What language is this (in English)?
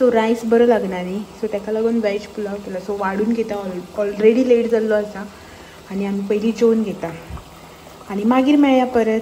Konkani